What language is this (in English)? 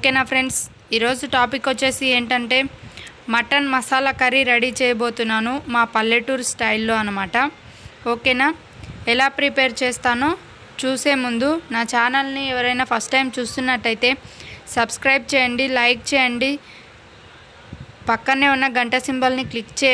Telugu